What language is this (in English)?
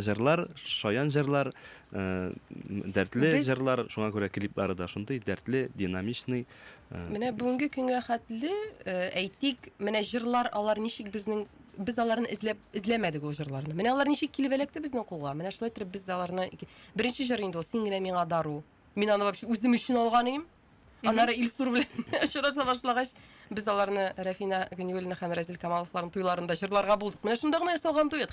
Tatar